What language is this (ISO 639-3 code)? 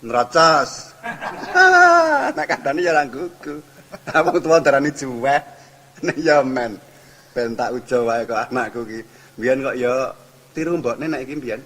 jav